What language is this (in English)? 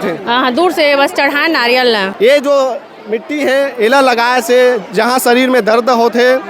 Chhattisgarhi